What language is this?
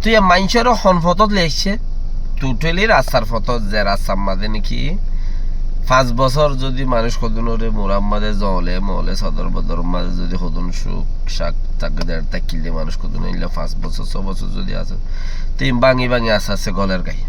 Rohingya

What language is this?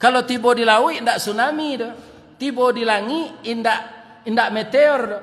Minangkabau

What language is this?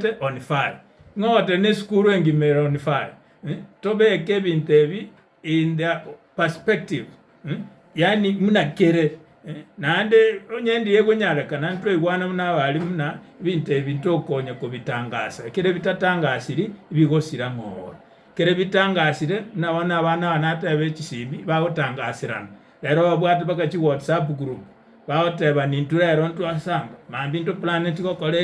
Gusii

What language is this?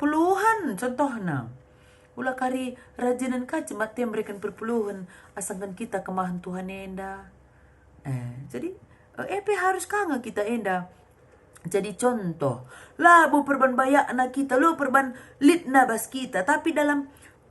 Batak Karo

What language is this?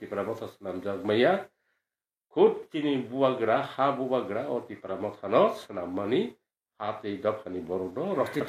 Kok Borok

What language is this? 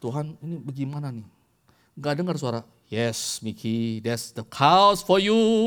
Indonesian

